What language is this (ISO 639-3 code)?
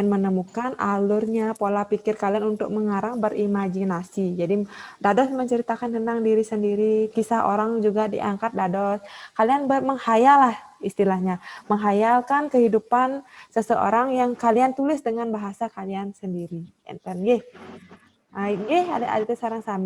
ban